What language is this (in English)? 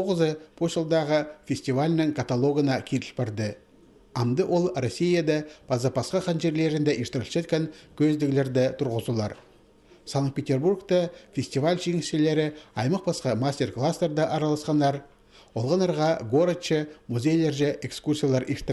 Khakas